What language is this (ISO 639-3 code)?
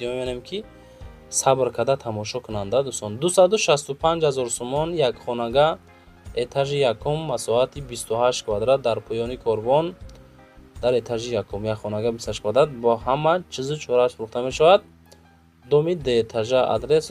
tgk